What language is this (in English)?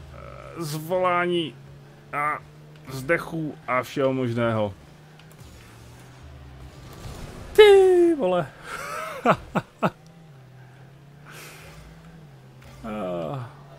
Czech